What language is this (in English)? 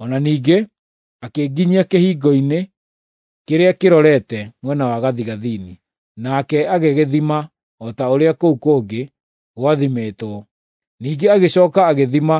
Kikuyu